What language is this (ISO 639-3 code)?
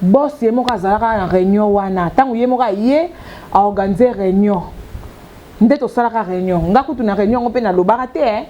lin